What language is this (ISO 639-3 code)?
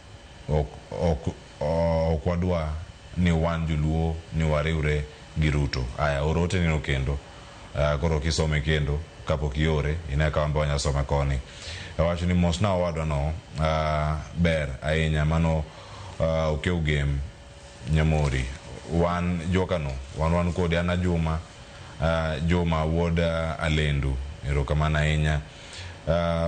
luo